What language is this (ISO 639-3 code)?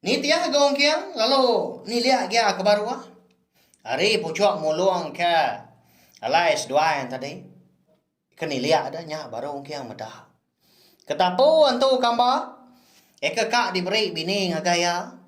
iba